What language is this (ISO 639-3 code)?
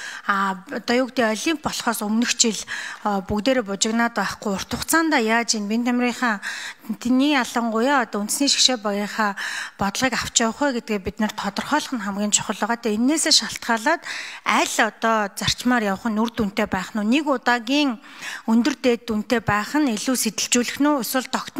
mon